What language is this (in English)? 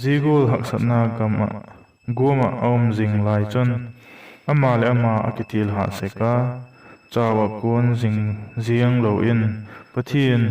Vaiphei